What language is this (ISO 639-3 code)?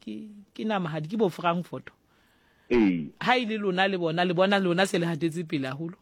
sot